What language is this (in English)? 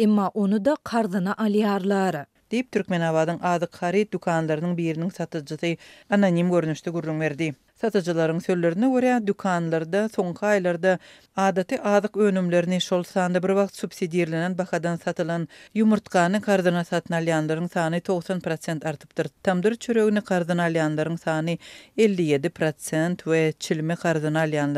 Turkmen